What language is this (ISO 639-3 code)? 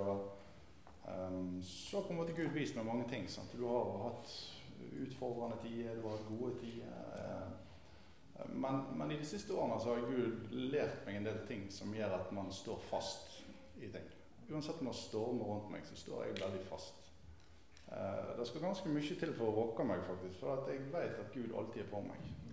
nor